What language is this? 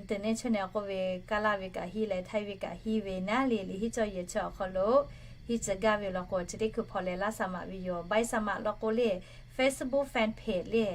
Lahu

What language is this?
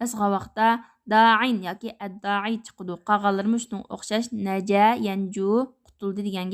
Uyghur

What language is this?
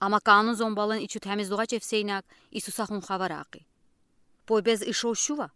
Udi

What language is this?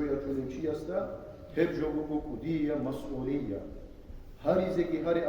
Avaric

